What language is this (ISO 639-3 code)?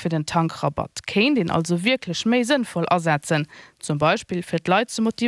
ltz